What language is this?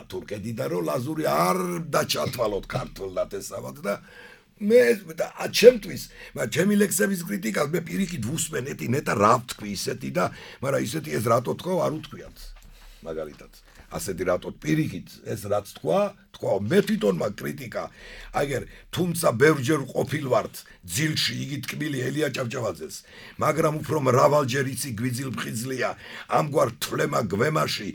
Georgian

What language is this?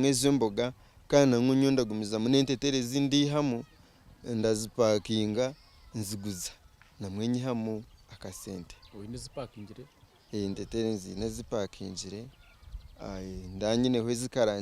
Nyankole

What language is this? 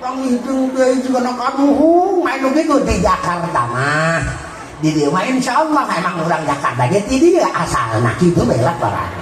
Sundanese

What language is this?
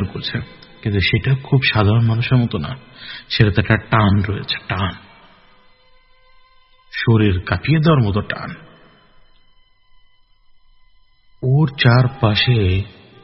Bangla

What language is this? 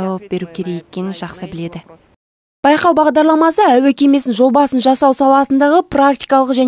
Kazakh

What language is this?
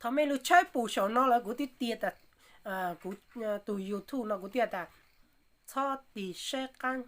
Hmong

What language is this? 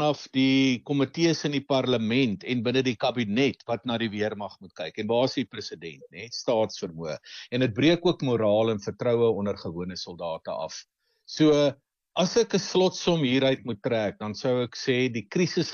Afrikaans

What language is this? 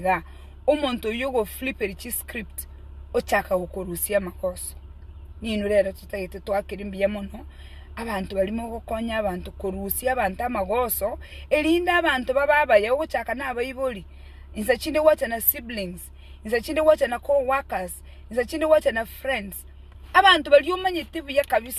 Gusii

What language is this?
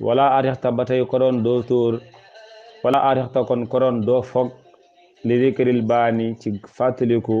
Wolof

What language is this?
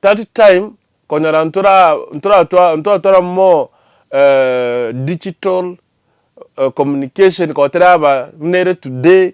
Gusii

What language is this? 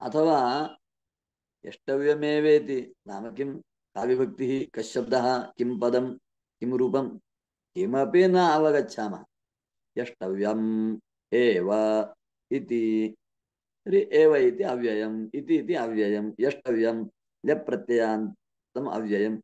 Sanskrit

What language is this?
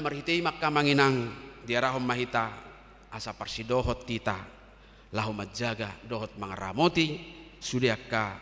Batak Toba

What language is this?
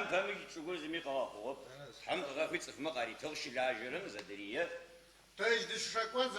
Adyghe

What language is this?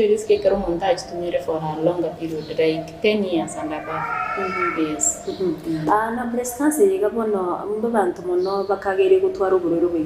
Gusii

